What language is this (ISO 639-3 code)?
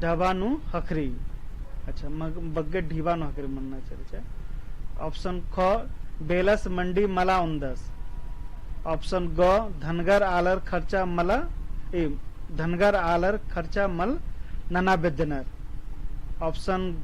kru